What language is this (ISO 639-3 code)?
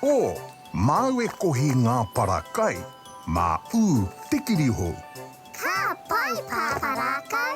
mri